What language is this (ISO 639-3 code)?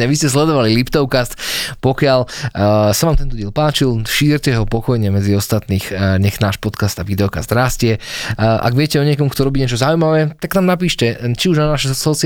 slk